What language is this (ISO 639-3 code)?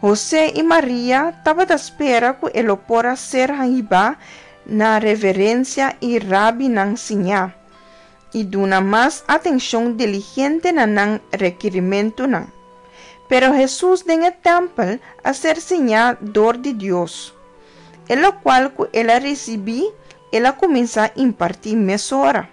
pap